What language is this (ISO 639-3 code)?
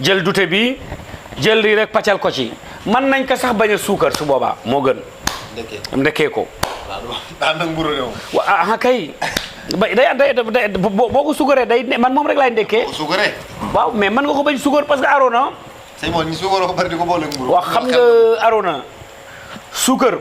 wol